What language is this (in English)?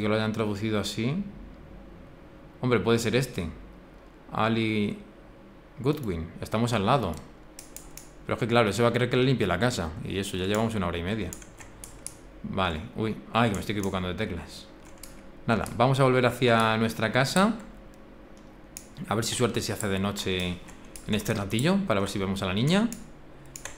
Spanish